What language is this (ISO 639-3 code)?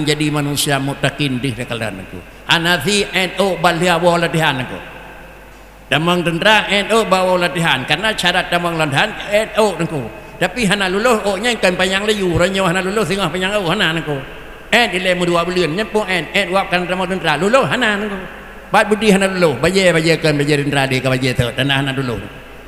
ace